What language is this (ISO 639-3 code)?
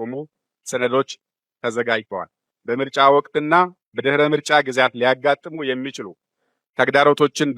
amh